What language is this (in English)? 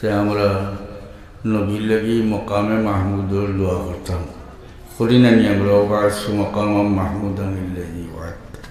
Sylheti